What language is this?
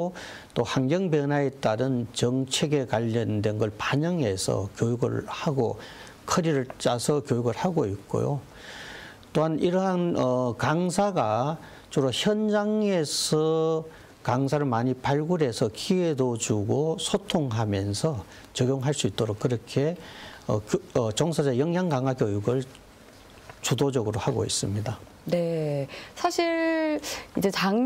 Korean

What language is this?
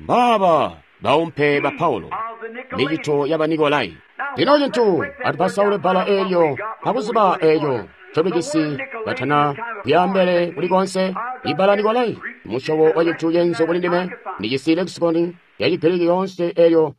Tonga (Zambia)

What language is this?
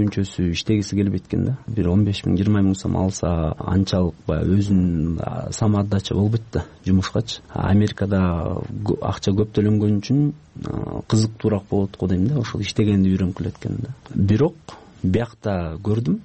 Kyrgyz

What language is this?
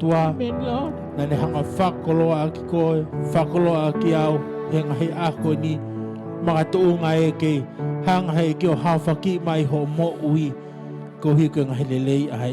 Tongan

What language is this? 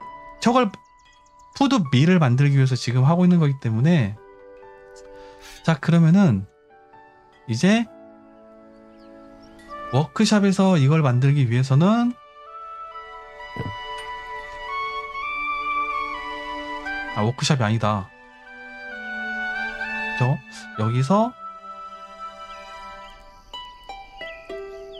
Korean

